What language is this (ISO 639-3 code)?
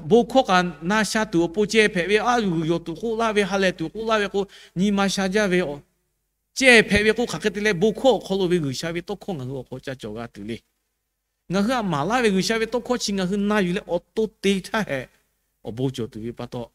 lhu